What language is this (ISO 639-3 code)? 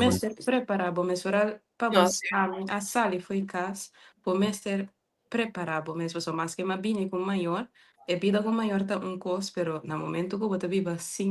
pap